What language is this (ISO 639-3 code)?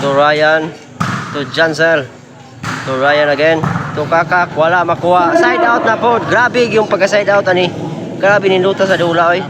ceb